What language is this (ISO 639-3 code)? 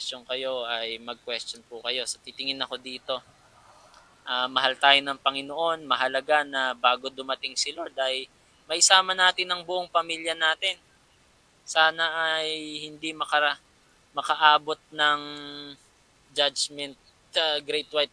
fil